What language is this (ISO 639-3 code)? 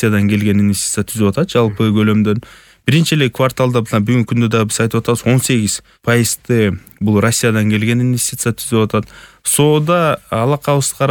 kir